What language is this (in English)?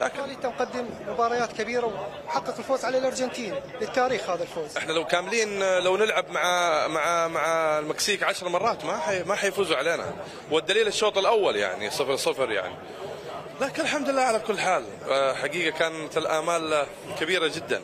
Mesopotamian Arabic